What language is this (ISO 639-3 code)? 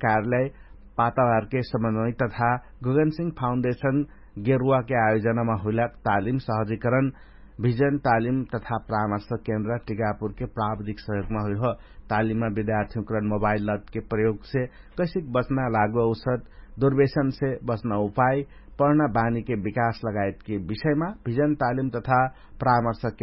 thl